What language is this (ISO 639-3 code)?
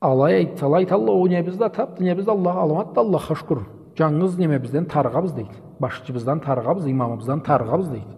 krc